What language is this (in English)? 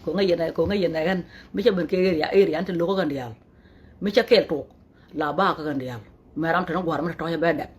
Nuer